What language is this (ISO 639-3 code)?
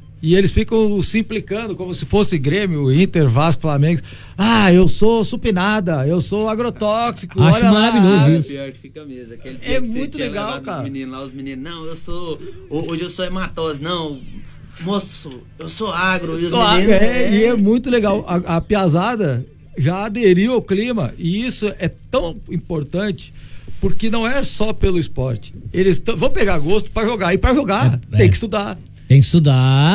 por